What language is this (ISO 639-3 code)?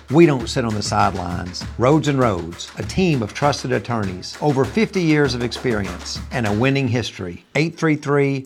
eng